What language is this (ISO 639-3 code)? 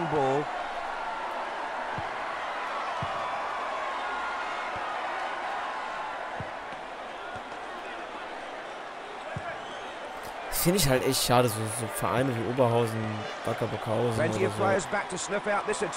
deu